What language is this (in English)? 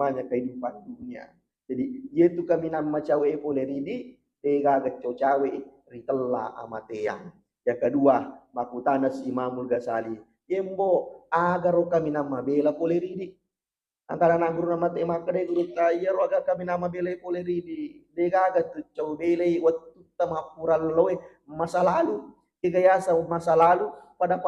Buginese